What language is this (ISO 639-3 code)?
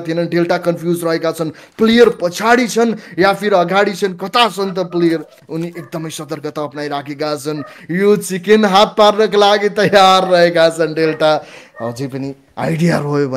nep